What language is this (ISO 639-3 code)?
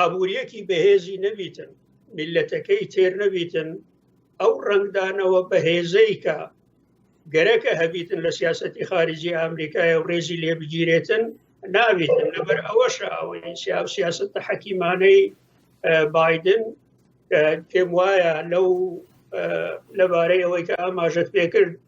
ckb